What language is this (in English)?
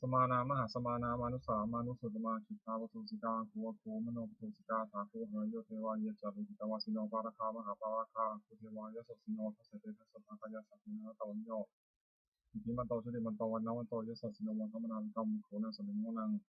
Pali